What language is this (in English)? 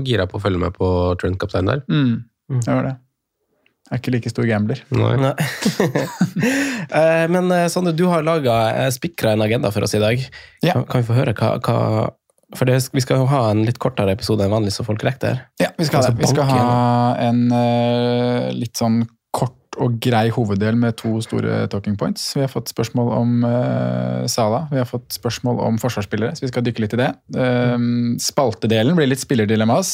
Norwegian